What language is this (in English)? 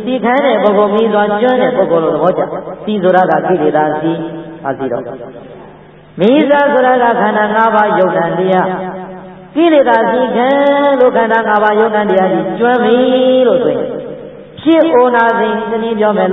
Burmese